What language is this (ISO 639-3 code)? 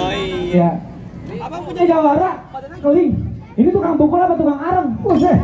bew